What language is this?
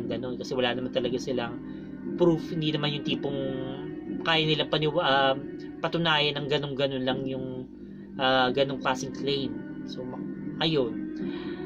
Filipino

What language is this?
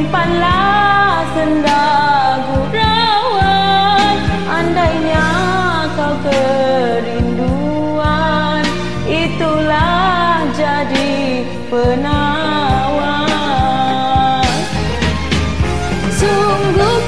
Malay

